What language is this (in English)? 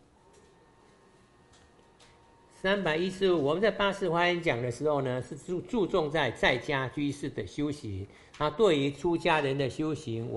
Chinese